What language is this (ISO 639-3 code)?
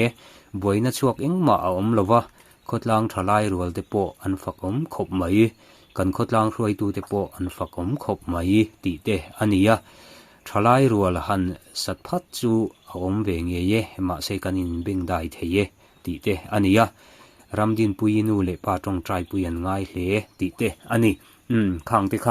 lus